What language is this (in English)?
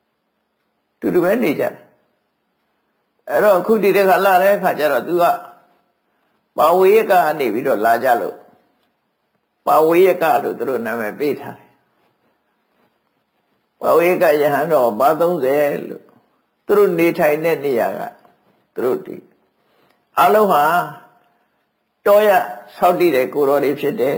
Burmese